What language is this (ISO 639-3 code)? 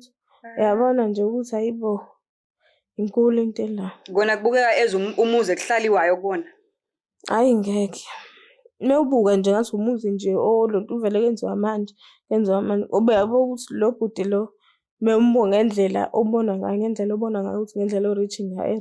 zul